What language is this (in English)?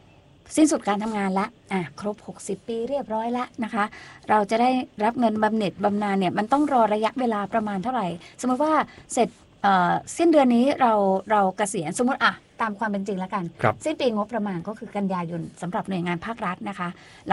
Thai